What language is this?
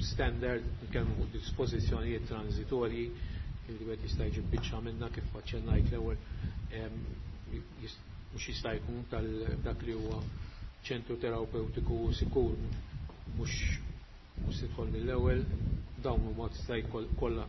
Maltese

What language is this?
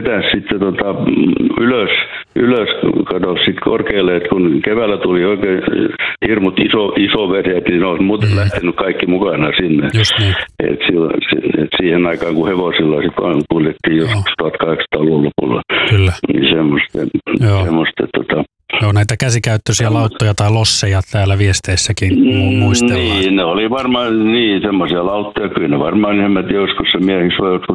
Finnish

